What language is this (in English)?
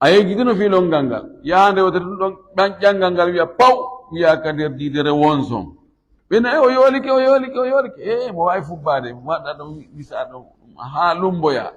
Fula